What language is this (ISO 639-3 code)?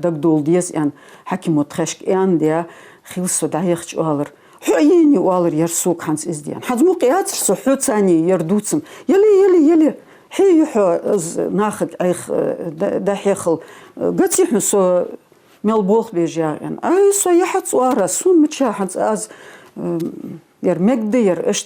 inh